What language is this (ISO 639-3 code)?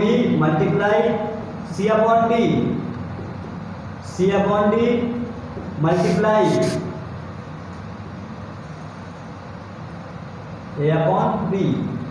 hin